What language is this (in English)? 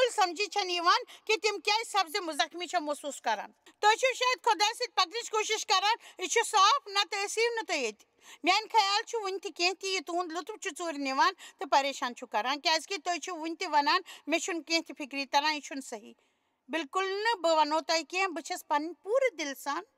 Kashmiri